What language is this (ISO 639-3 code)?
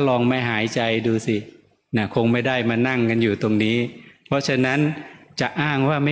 tha